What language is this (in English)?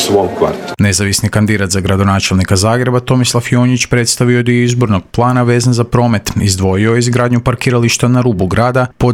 Croatian